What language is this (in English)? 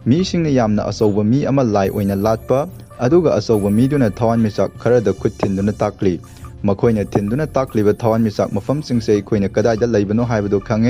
Manipuri